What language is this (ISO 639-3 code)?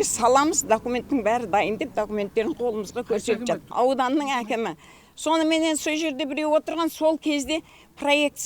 kaz